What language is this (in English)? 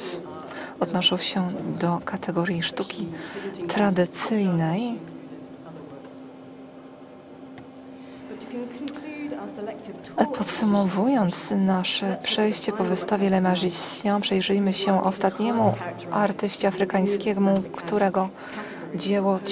Polish